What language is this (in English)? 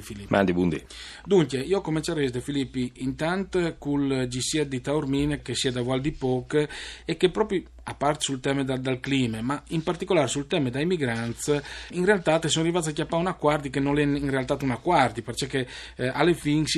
Friulian